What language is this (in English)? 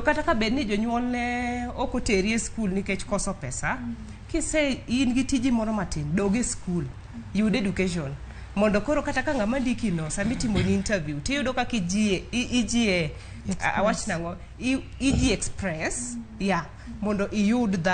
Luo (Kenya and Tanzania)